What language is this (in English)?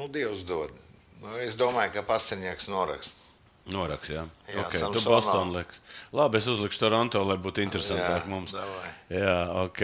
Latvian